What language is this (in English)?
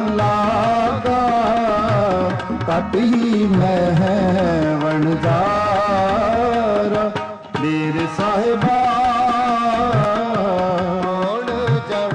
Punjabi